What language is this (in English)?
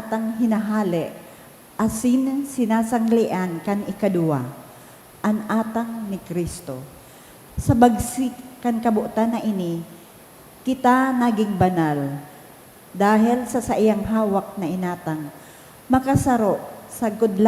Bikol